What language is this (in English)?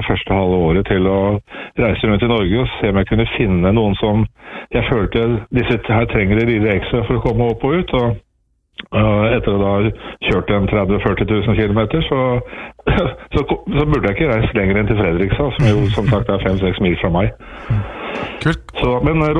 Norwegian